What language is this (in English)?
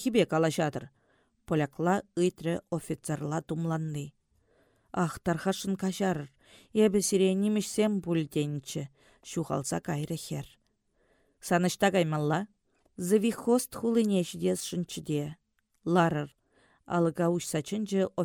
Chuvash